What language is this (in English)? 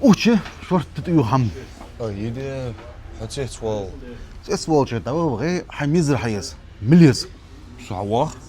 Ingush